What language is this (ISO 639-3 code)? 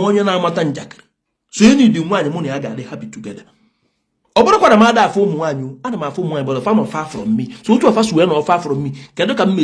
ibo